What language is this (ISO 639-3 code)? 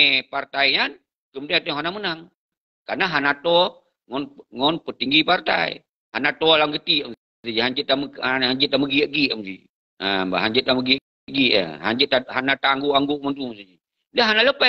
ace